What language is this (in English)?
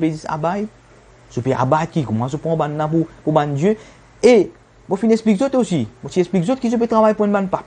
Morisyen